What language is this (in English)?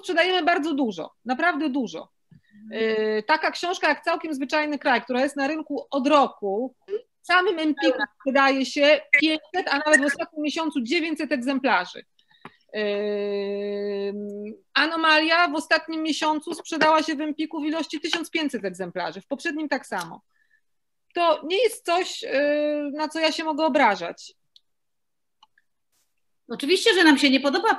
Polish